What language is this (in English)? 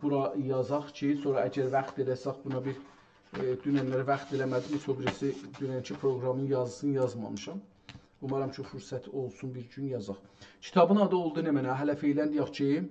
South Azerbaijani